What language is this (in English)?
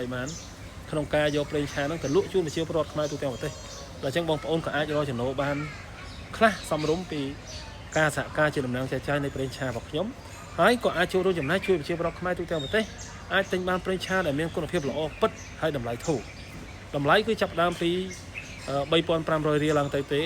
Khmer